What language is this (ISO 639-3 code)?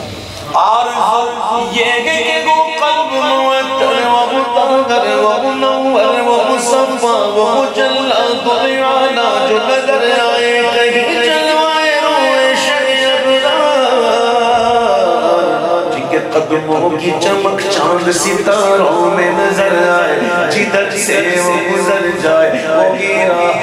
urd